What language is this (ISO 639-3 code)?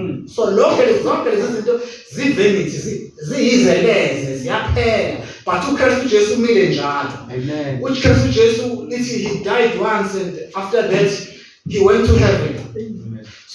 zul